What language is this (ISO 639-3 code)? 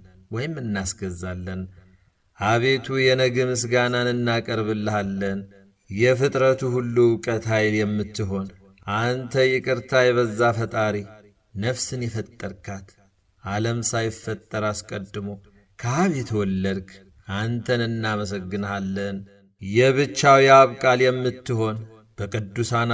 amh